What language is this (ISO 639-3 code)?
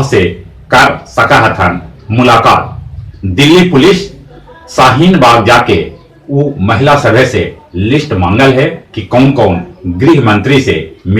mag